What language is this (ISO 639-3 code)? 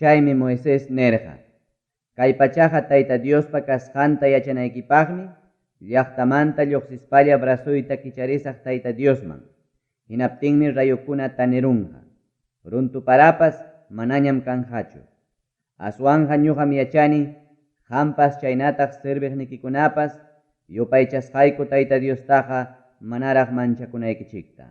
quy